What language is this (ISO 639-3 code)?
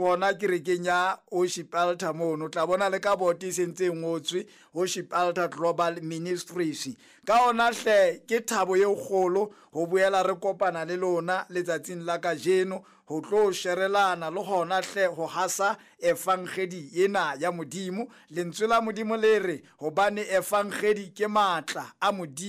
sot